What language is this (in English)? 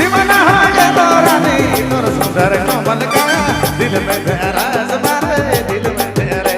Sadri